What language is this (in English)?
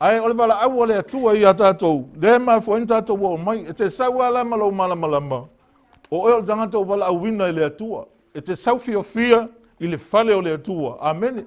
Samoan